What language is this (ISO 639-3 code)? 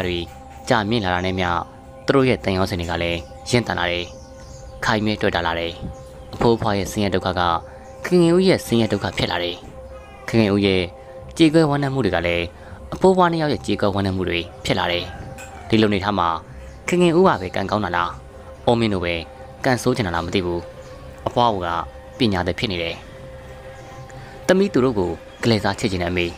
mya